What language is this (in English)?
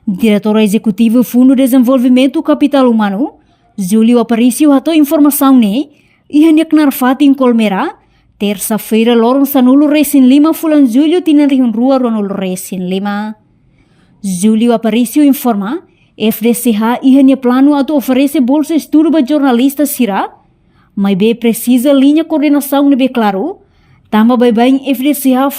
Tetum